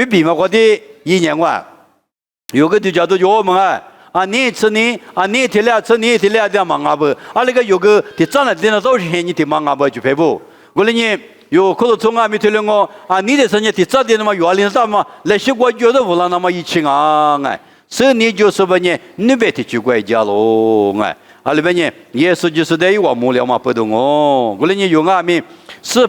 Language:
Lisu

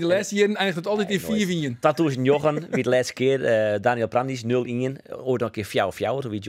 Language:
Western Frisian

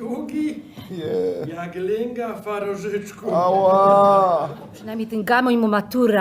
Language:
Silesian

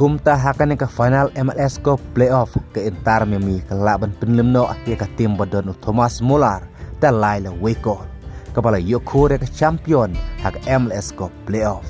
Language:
Khasi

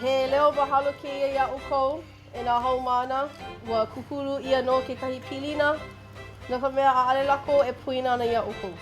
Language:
Hawaiian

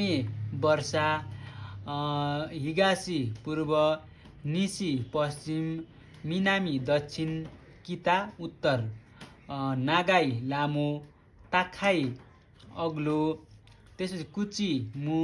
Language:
Nepali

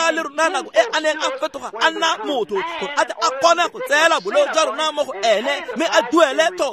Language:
Tswana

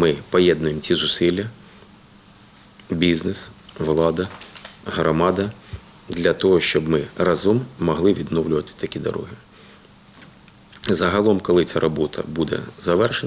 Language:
Ukrainian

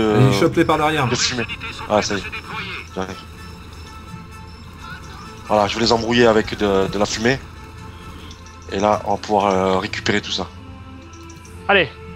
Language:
French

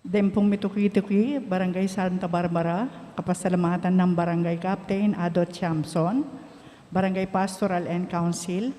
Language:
Pampanga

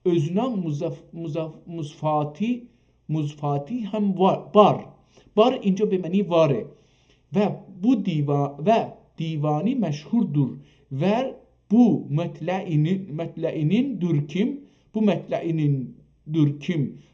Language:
South Azerbaijani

